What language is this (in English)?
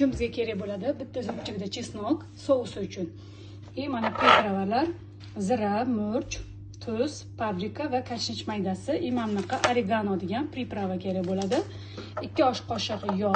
Uzbek